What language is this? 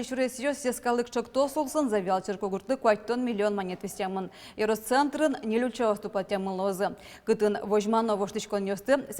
Udmurt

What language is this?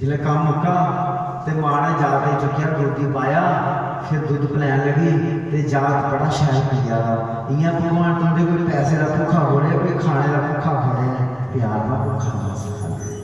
Dogri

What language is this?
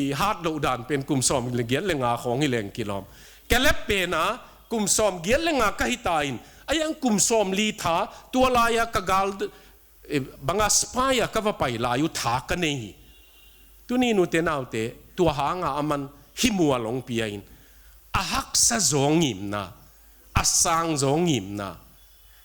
Tedim Chin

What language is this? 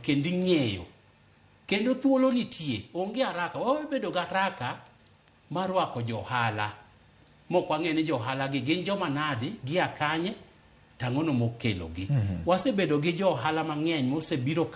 Luo (Kenya and Tanzania)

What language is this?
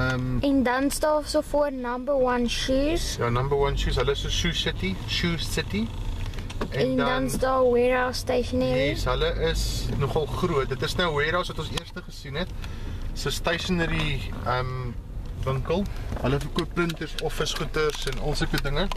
Afrikaans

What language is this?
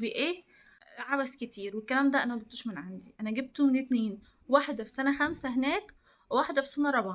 Egyptian Arabic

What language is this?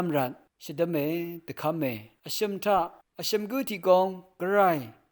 Rawang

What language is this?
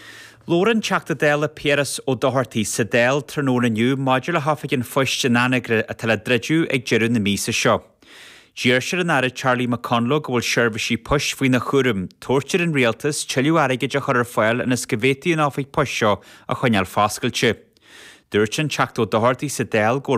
Irish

